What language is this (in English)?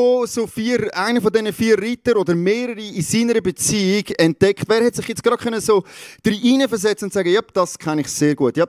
Swiss German